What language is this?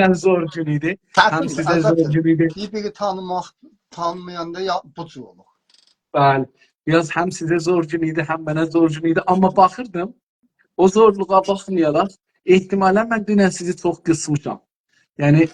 South Azerbaijani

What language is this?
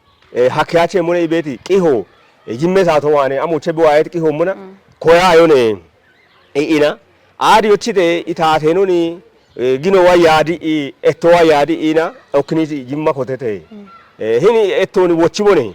Kafa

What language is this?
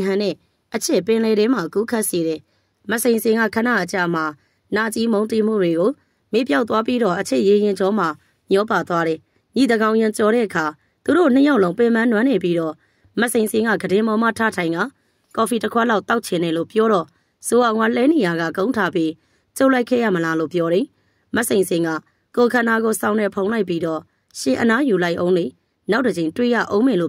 Burmese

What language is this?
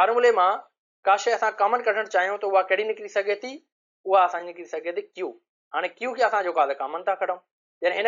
Sindhi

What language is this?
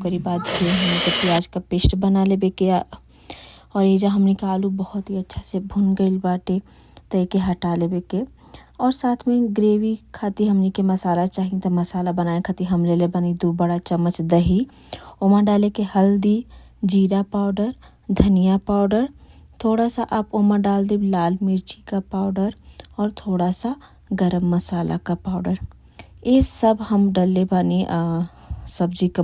Bhojpuri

